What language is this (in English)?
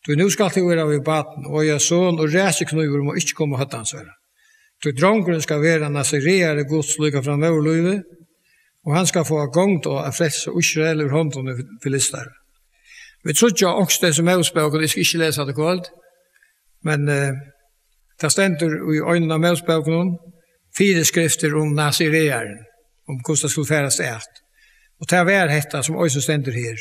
Faroese